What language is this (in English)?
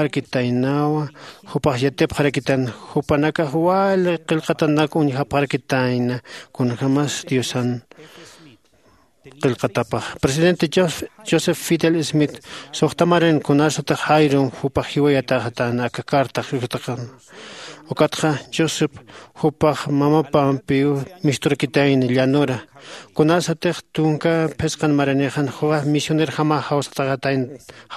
Aymara